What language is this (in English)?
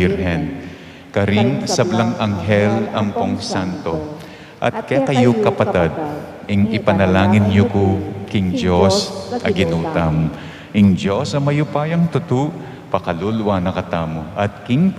Pampanga